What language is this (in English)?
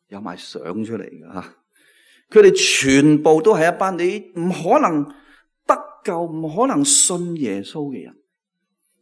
Cantonese